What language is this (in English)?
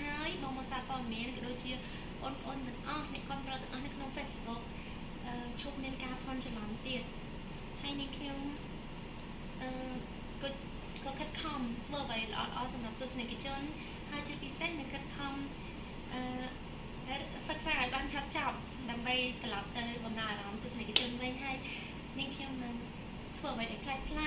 Khmer